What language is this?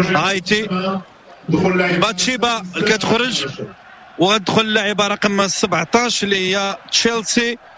Moroccan Arabic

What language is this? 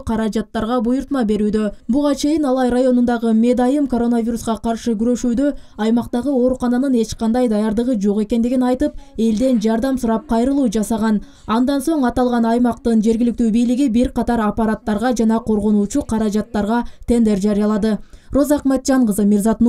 Kyrgyz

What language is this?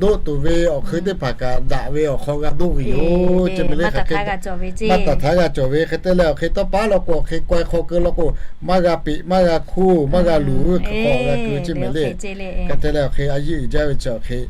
Lahu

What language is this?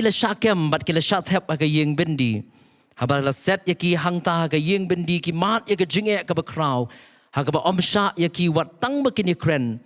Khasi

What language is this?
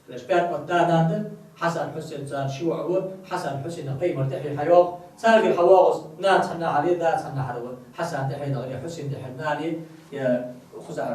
Ingush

